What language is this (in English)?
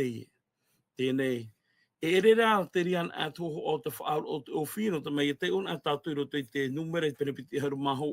Tahitian